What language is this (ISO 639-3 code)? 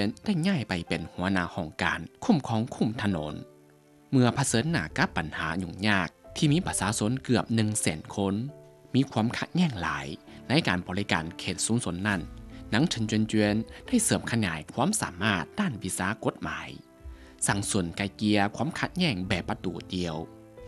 lao